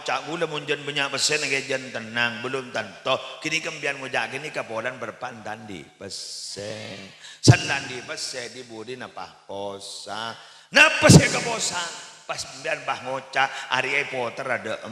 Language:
Madurese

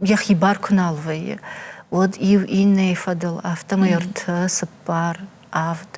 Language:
Ossetic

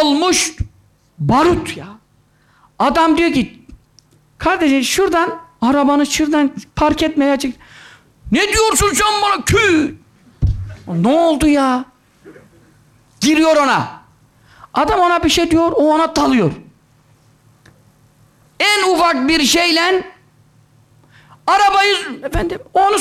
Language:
Turkish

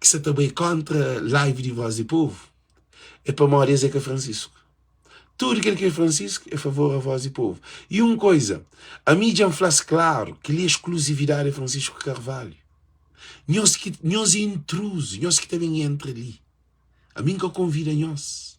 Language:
Kabuverdianu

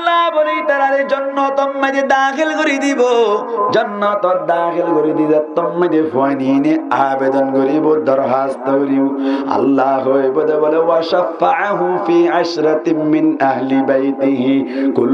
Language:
Rohingya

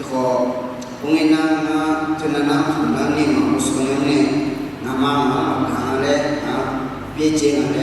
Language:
Akha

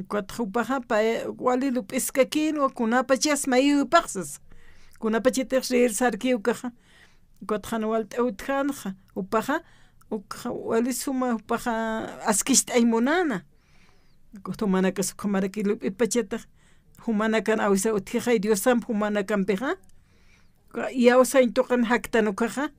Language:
Aymara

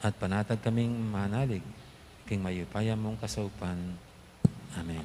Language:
Pampanga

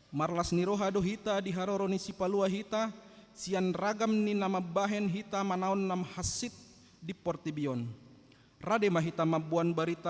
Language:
Batak Toba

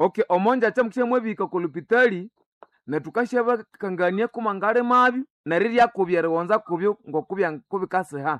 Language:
Nande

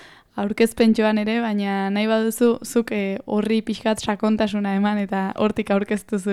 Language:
Basque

